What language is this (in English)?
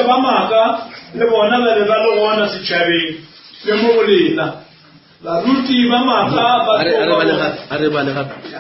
Northern Sotho